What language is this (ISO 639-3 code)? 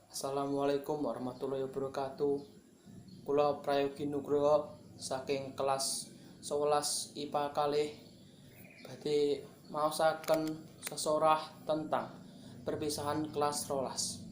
jav